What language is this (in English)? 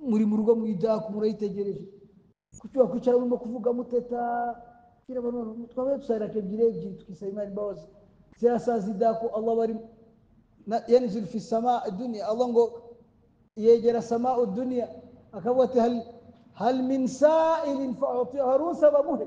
Kinyarwanda